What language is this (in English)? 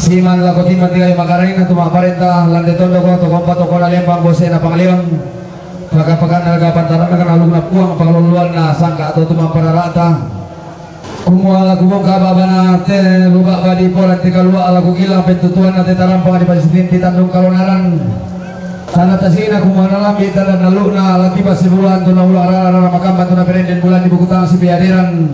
Toraja-Sa'dan